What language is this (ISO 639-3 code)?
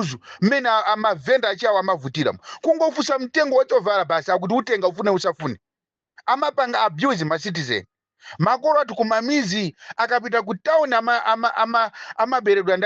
nya